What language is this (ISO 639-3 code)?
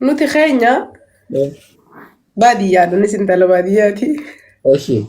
orm